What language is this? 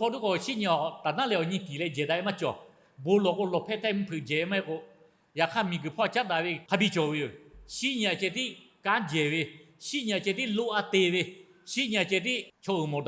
Lahu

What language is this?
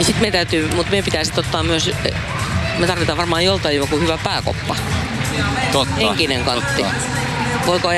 Finnish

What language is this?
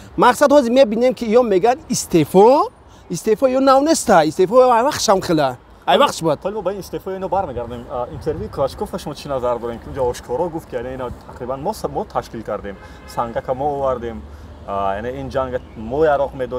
Tajik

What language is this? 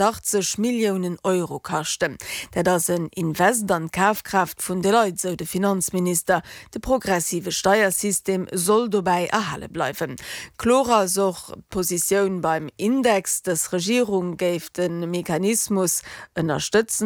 Luxembourgish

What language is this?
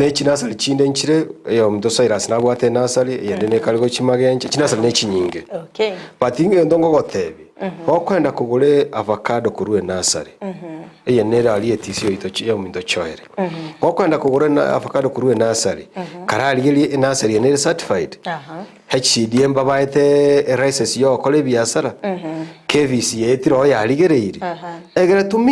Gusii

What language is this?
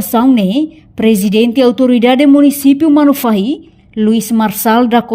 Tetum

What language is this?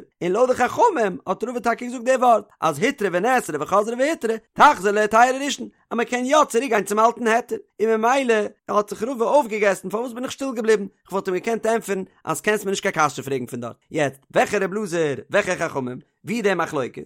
Yiddish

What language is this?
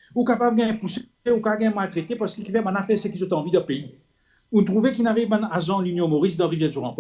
Morisyen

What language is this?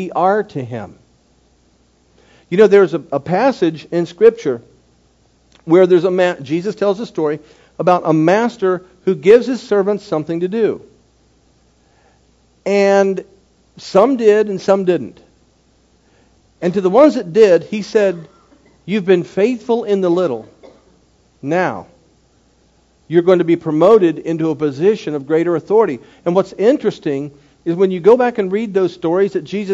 English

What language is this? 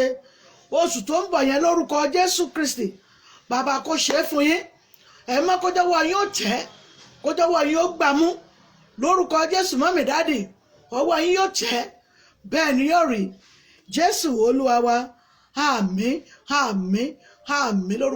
Yoruba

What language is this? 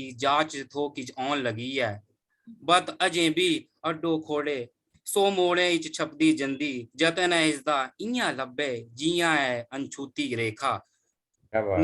Dogri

